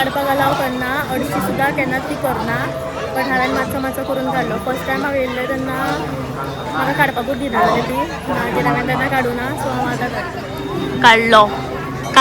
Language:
Konkani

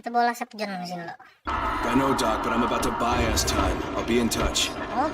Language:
Banjar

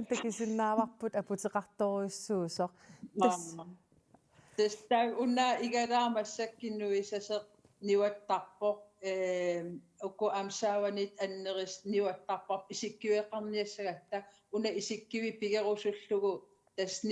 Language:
Kalaallisut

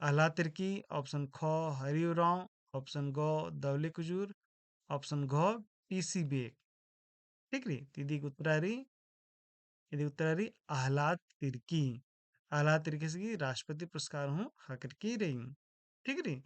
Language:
Kurukh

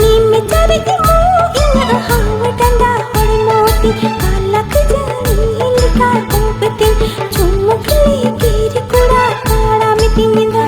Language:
Santali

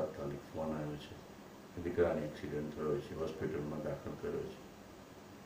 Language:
Gujarati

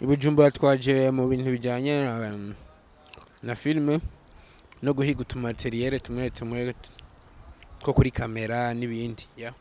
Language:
Rundi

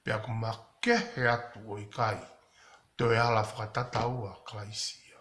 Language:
Tongan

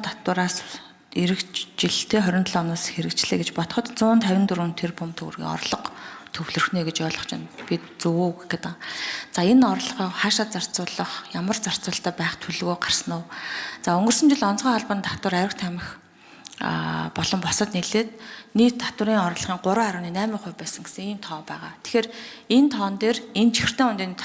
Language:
Mongolian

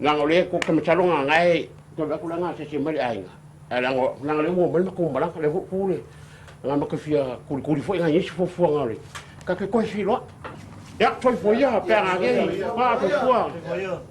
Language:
Samoan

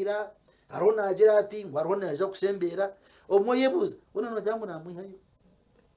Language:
Nyankole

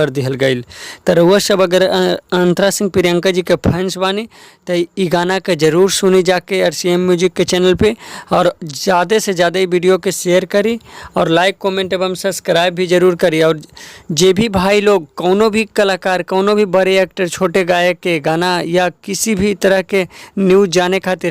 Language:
Bhojpuri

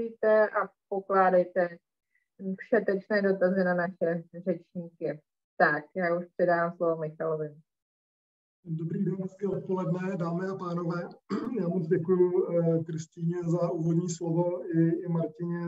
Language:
Czech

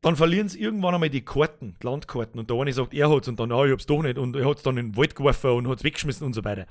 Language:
Bavarian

